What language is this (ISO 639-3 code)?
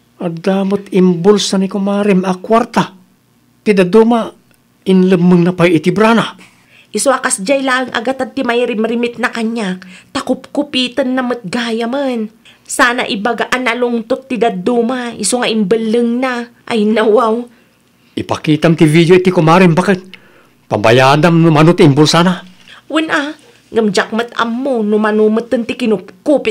ilo